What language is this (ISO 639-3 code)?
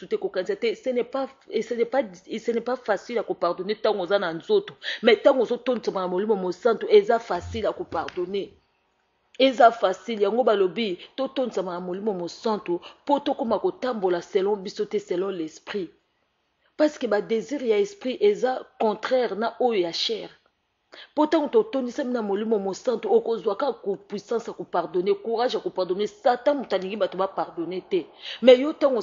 lin